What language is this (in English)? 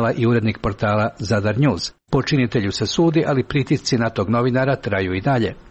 Croatian